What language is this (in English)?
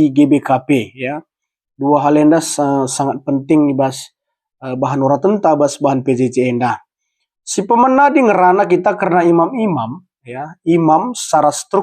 Batak Karo